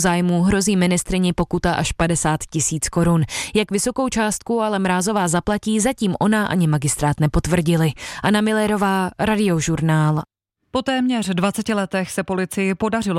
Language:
Czech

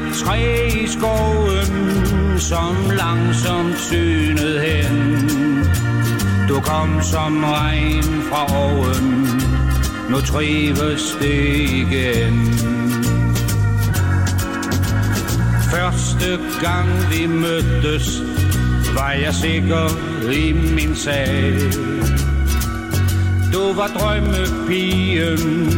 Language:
Danish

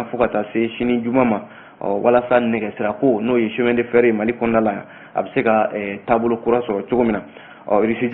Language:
Bambara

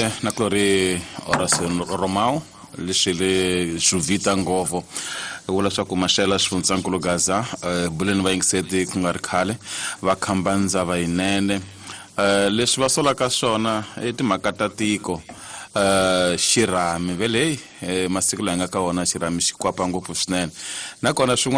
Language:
Tsonga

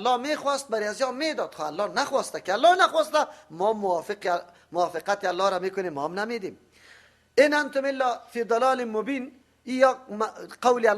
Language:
Persian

